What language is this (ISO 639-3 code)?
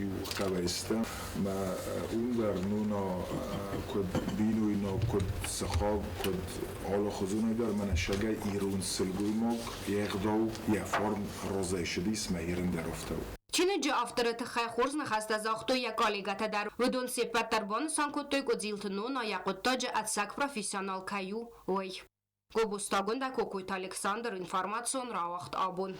oss